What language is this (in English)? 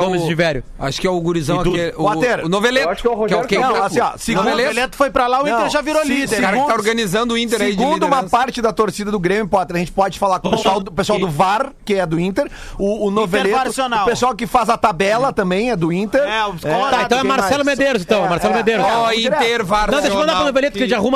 Portuguese